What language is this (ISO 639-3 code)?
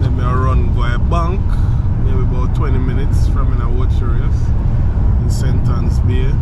jam